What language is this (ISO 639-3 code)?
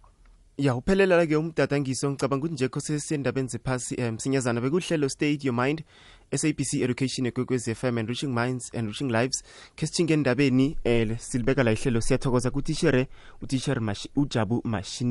nbl